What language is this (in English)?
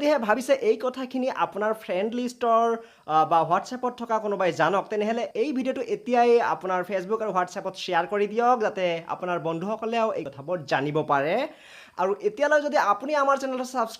Assamese